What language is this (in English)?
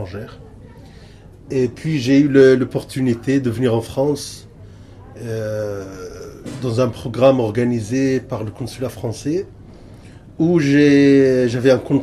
French